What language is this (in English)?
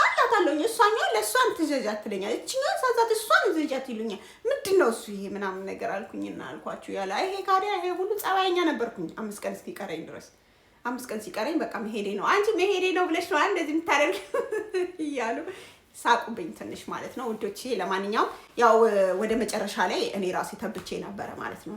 Amharic